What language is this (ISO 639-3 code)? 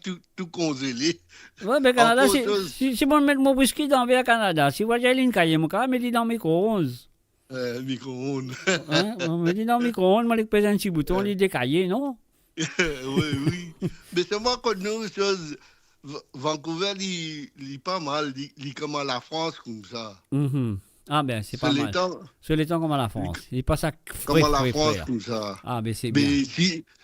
mfe